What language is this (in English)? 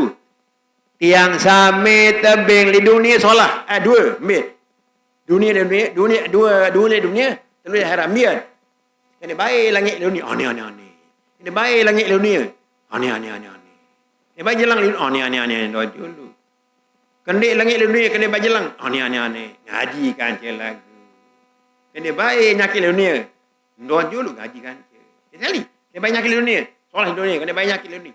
Sasak